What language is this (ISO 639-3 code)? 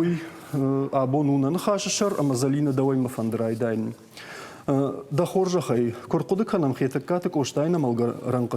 oss